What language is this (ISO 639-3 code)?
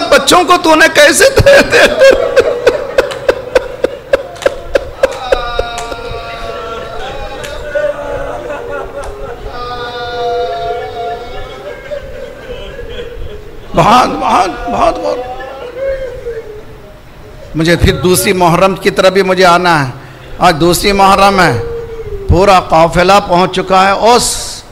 urd